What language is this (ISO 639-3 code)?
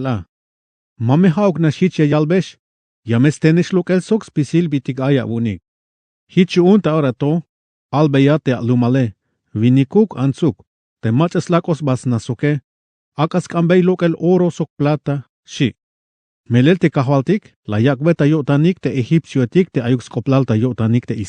tzh